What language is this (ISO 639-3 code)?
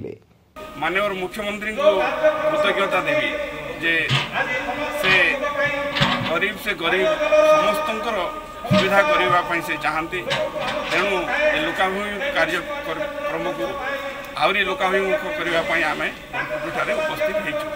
ori